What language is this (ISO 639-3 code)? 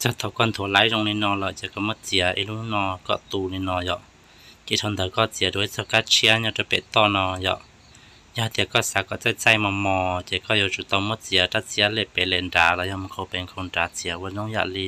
hmn